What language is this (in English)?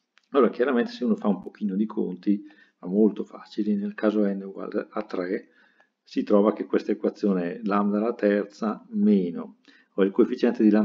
Italian